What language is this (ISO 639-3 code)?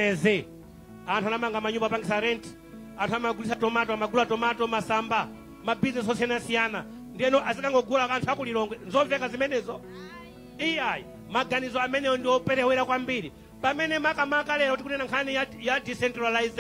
nya